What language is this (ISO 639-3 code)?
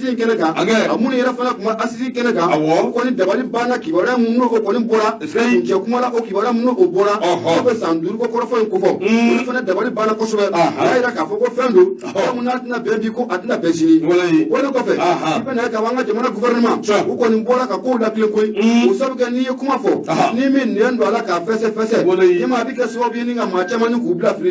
bam